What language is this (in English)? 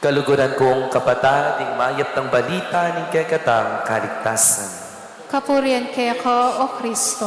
Pampanga